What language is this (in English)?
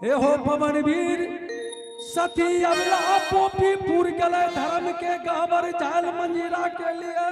Angika